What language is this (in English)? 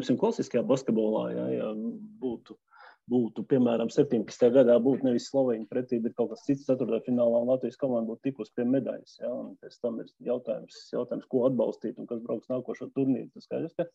Latvian